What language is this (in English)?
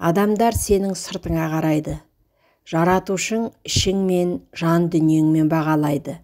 Kazakh